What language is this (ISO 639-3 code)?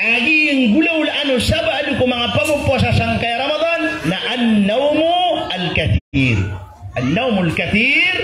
mrw